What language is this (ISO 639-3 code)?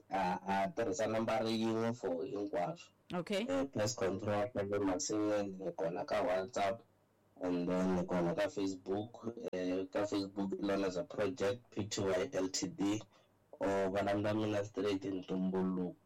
tso